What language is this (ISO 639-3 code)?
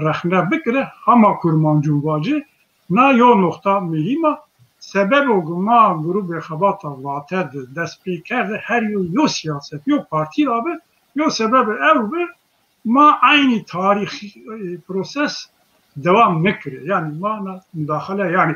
zza